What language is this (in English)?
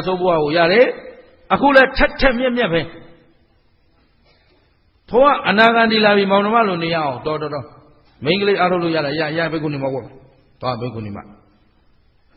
Burmese